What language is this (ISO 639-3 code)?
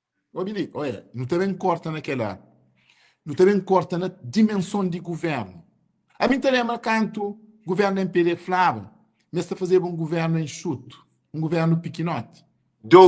kea